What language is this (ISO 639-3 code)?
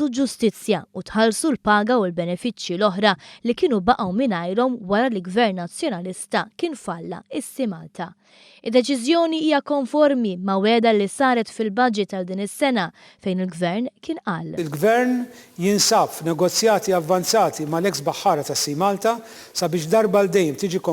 mlt